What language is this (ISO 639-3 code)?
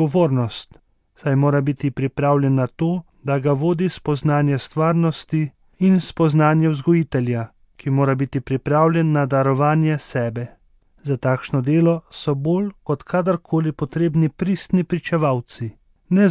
slv